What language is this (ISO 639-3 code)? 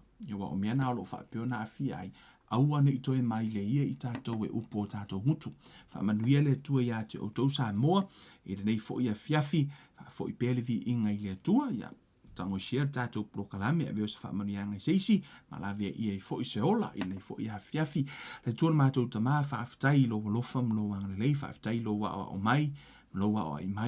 smo